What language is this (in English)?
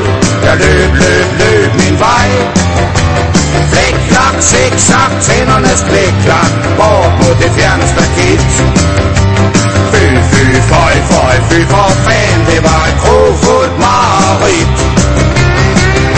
Danish